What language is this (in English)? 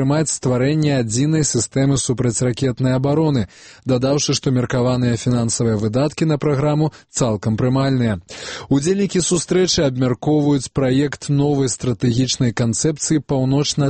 Belarusian